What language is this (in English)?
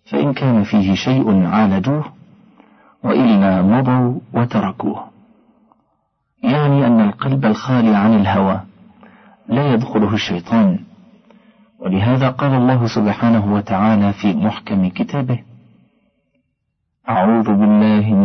Arabic